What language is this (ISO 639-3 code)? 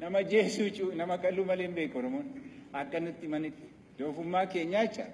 orm